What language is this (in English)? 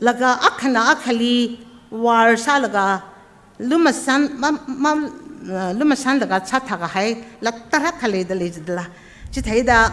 Tangkhul Naga (India)